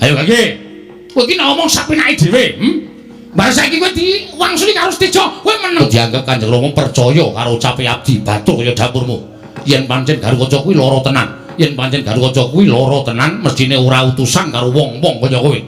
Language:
Javanese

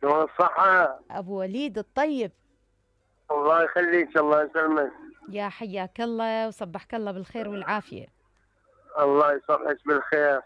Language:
Mesopotamian Arabic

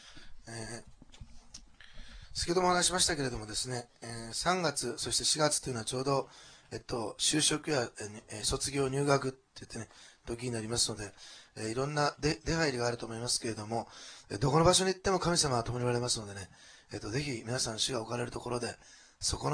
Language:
Japanese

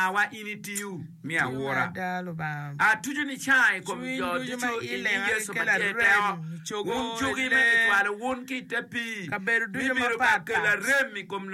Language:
Acoli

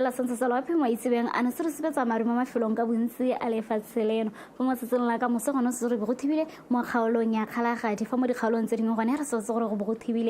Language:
Tswana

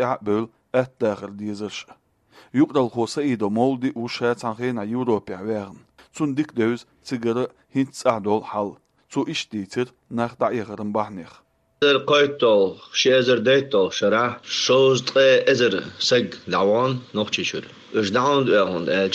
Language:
Chechen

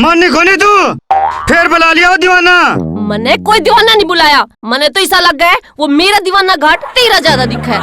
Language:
Haryanvi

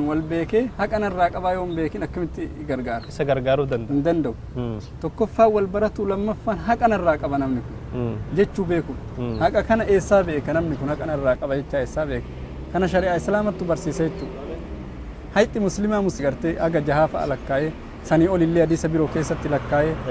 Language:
Oromo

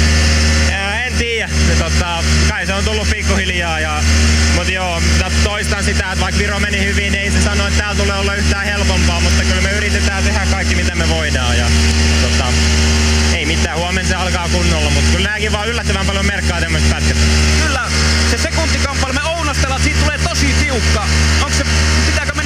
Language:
Finnish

